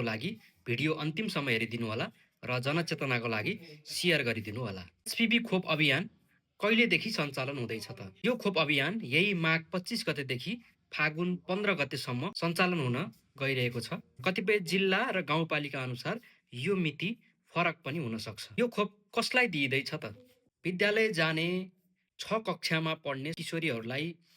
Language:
Nepali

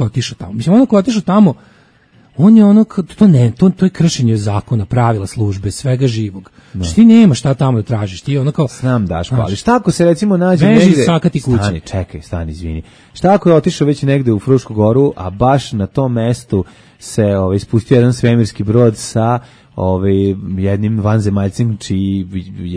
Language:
Serbian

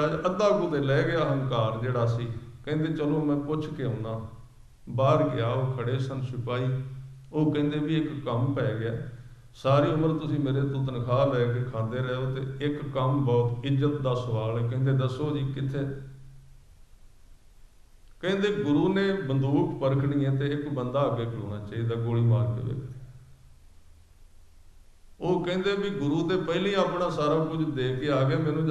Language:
Punjabi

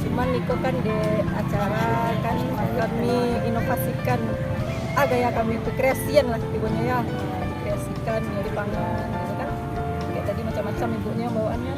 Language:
Minangkabau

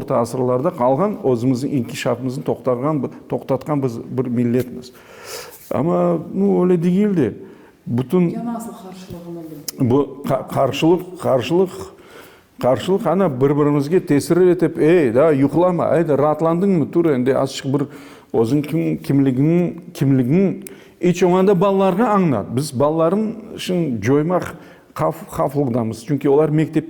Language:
Crimean Tatar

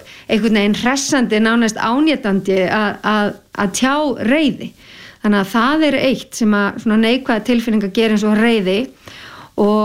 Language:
Icelandic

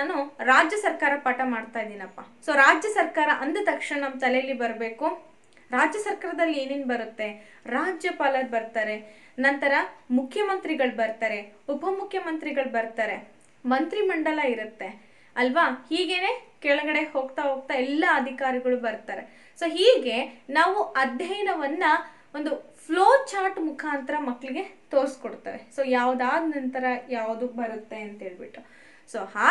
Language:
Kannada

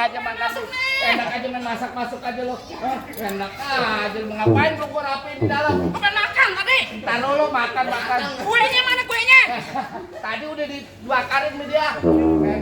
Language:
Betawi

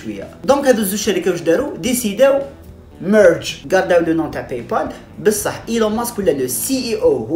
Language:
Algerian Arabic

